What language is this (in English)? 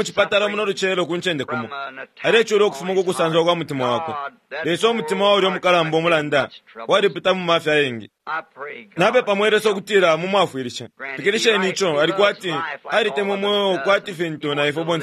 Bemba